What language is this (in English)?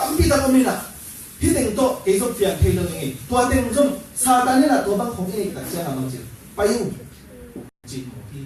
Tedim Chin